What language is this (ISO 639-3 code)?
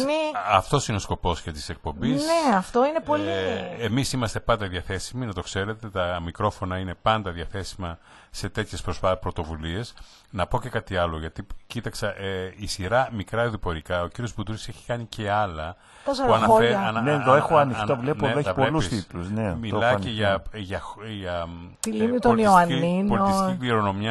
ell